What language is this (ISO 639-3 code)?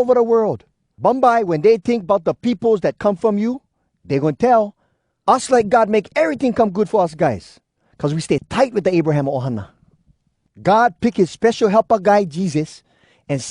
hwc